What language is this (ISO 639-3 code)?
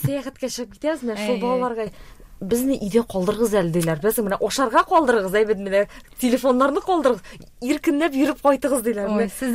tat